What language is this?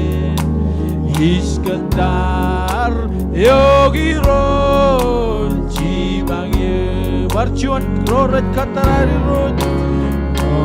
Marshallese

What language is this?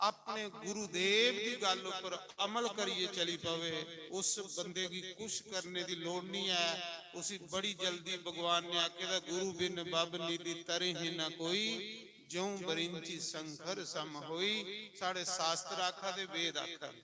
Dogri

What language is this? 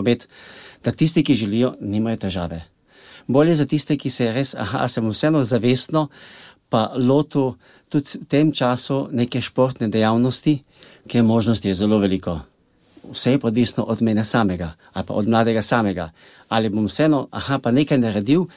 Slovenian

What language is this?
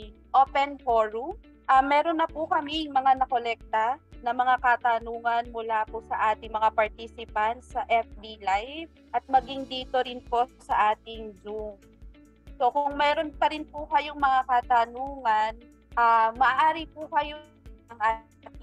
Filipino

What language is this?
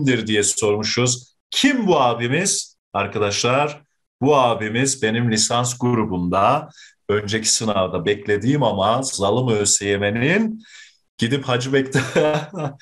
Turkish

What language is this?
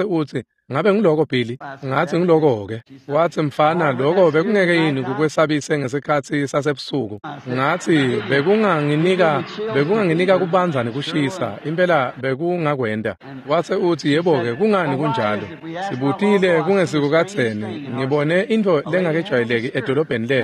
Swati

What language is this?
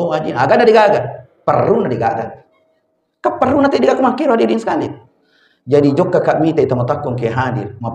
Buginese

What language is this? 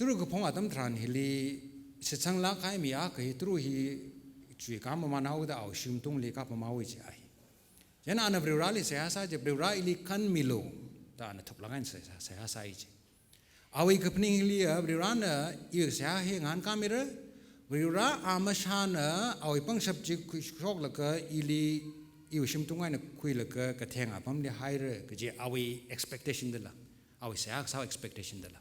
Tangkhul Naga (India)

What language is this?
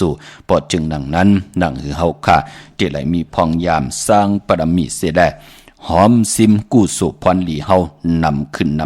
Shan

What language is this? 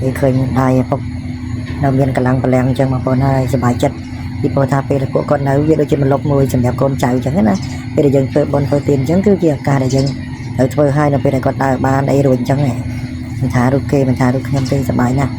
Khmer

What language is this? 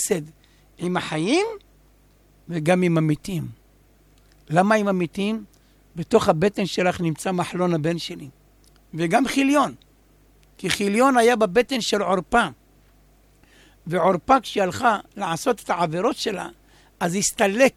Hebrew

